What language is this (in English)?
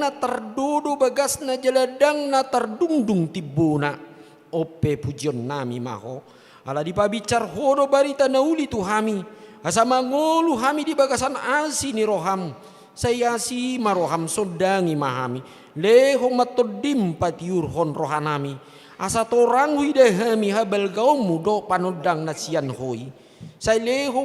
Batak Toba